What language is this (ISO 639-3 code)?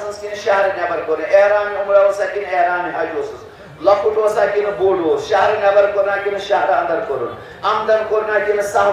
kas